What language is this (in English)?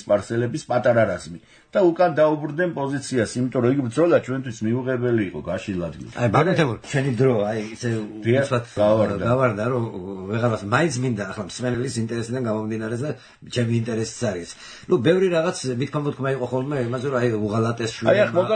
Georgian